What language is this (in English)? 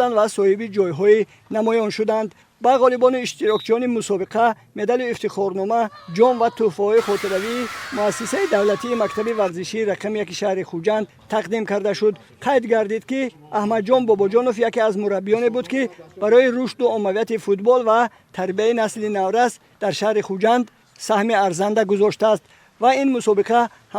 Tajik